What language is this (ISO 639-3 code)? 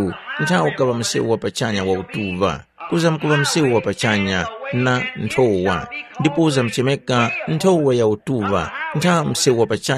tum